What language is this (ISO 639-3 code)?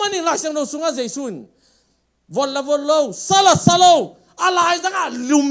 ctd